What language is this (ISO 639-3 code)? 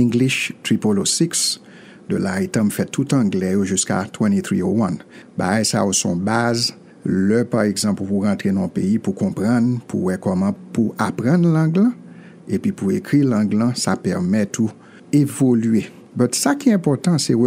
hat